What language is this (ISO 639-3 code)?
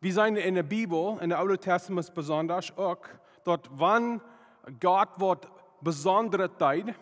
pdt